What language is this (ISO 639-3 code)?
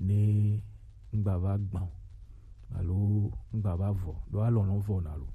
gej